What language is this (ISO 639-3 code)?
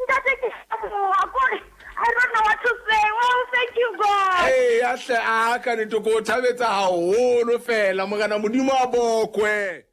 sot